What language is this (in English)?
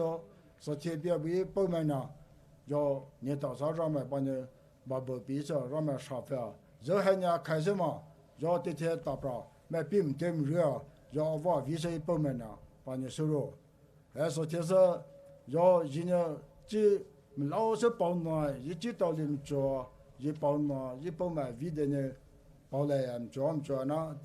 Poumei Naga